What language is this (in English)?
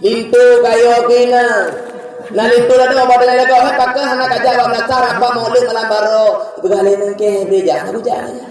Achinese